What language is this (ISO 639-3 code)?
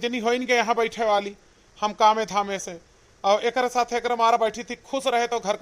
awa